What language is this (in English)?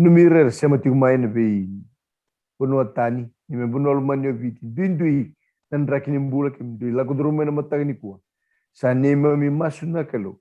Fijian